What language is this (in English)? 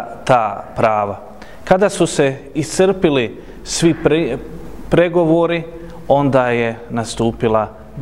Bosnian